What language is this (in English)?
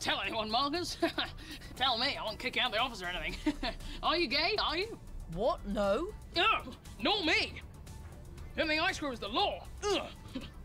English